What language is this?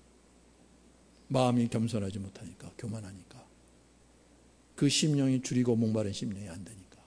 Korean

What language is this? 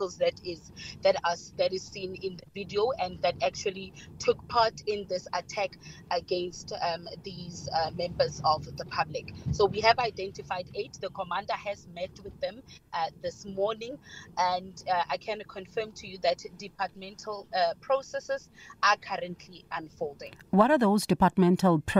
English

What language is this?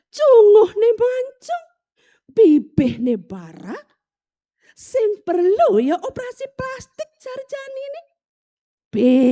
Balinese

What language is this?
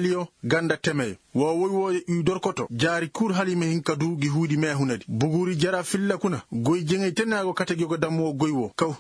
Koyraboro Senni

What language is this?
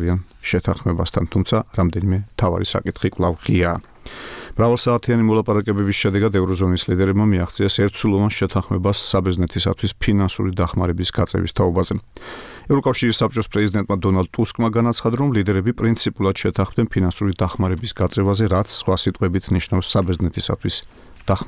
Georgian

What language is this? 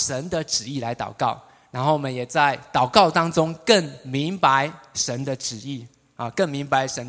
Chinese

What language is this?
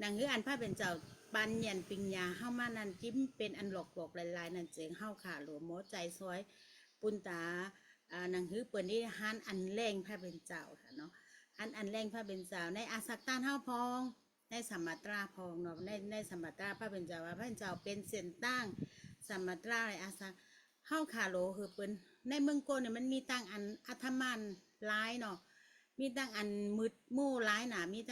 Shan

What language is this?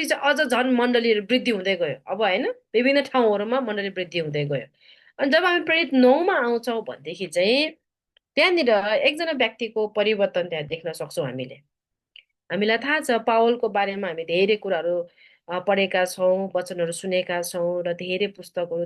Nepali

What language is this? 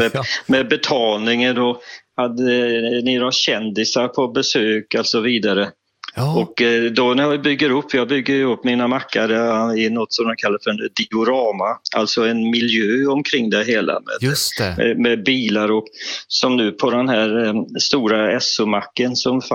Swedish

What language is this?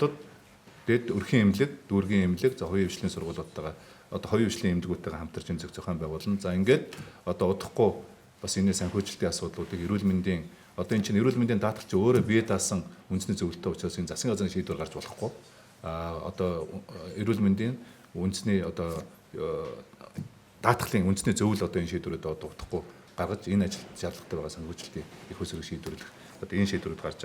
Mongolian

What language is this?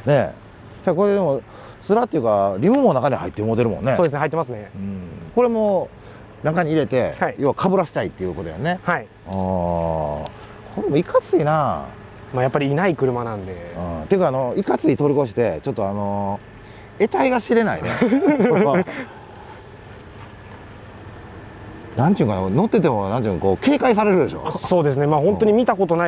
Japanese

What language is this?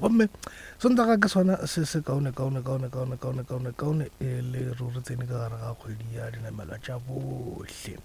Northern Sotho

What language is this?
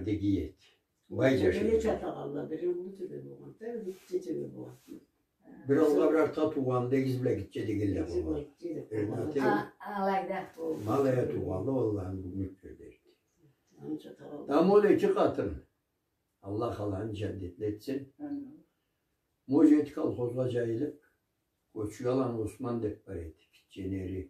Karachay-Balkar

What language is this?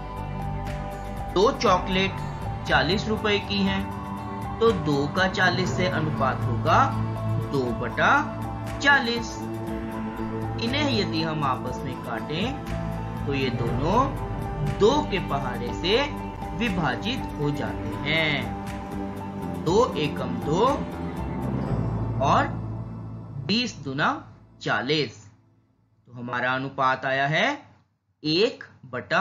Hindi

